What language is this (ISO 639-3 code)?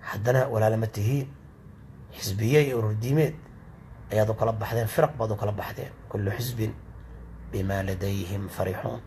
som